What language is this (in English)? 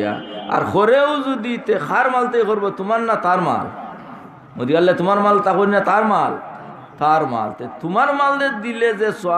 Sylheti